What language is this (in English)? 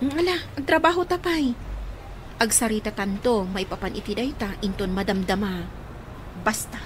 Iloko